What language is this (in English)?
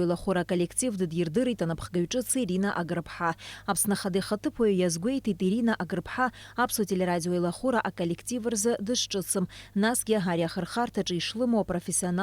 Abkhazian